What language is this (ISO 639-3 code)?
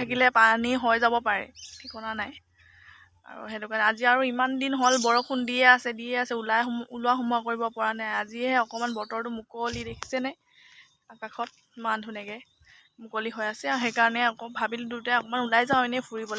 asm